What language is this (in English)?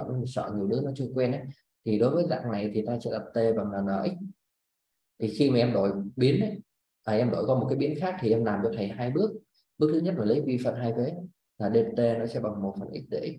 Vietnamese